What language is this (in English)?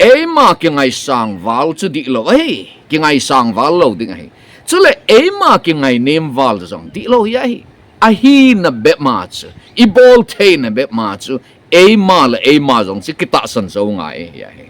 Thado Chin